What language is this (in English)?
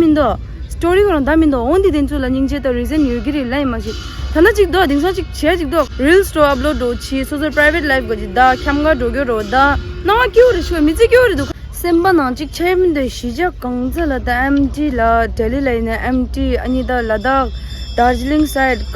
Tibetan